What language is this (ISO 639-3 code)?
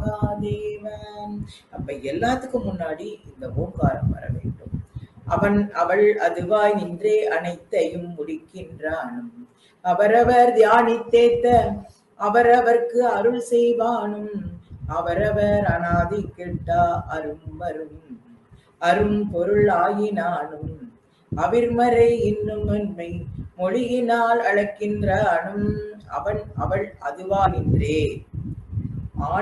tam